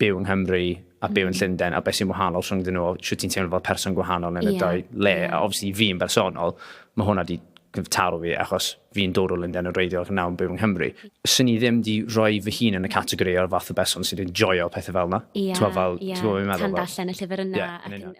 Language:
Welsh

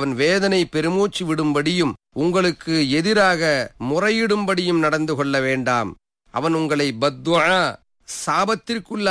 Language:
Tamil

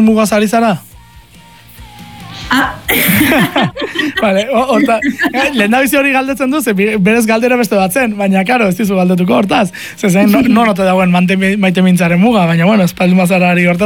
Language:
Basque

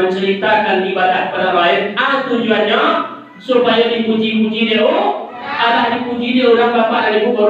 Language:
Minangkabau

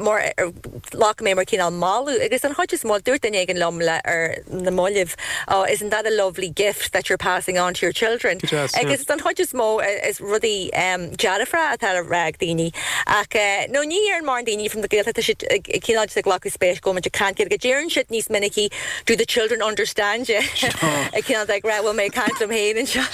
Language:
Irish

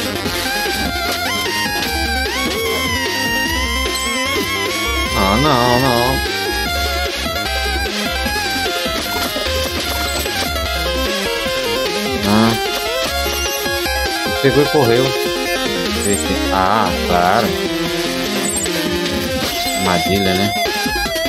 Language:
Portuguese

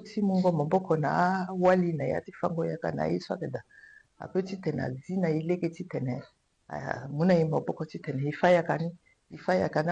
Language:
Sango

